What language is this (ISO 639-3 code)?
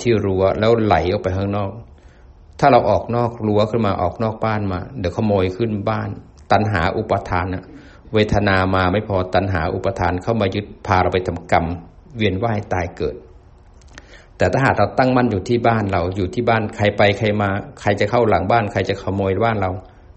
tha